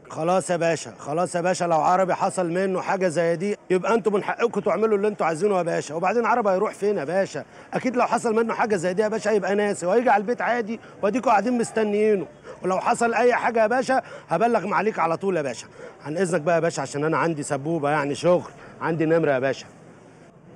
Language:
Egyptian Arabic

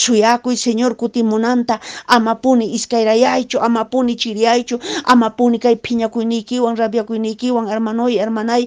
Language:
Quechua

